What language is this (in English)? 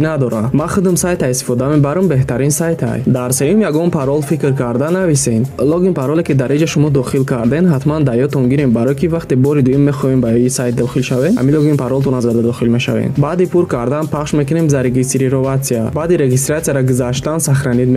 Tajik